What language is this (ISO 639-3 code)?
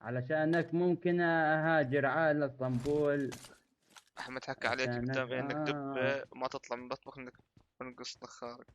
apc